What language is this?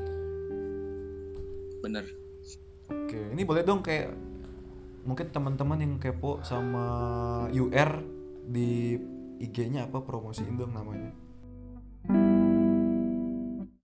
Indonesian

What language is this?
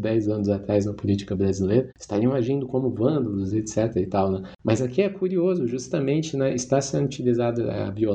Portuguese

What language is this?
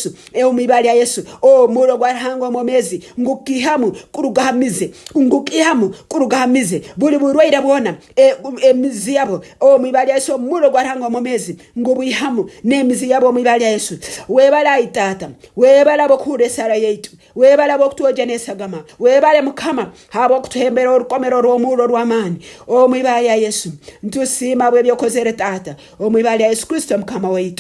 Nyankole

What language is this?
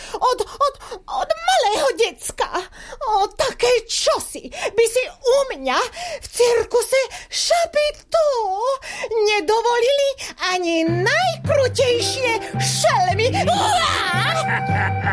Slovak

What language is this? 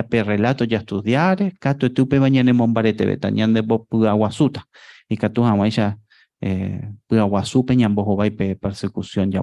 Guarani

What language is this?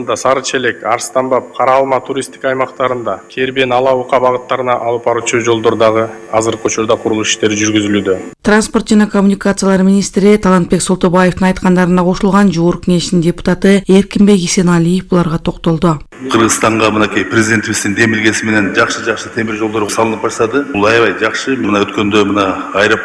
Kyrgyz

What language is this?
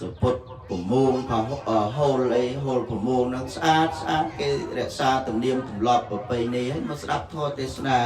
Khmer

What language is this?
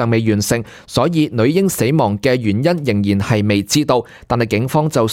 Cantonese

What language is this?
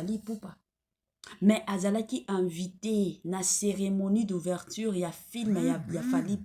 Lingala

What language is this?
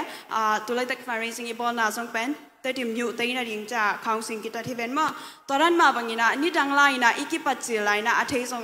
Tedim Chin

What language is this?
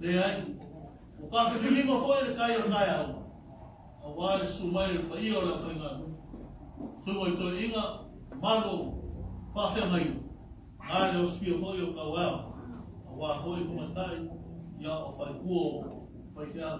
Samoan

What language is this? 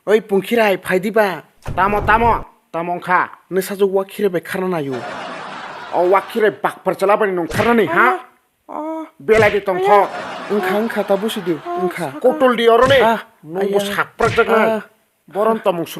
Kok Borok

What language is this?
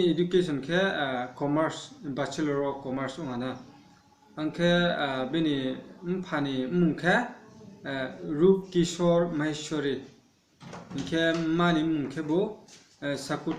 Riang (India)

